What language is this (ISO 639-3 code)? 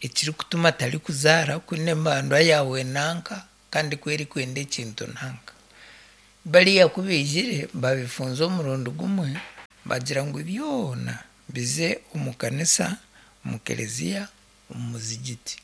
nyn